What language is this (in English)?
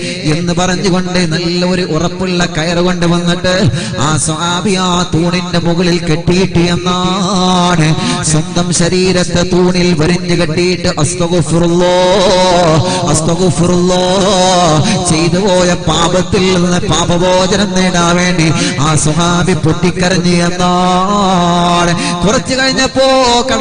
Malayalam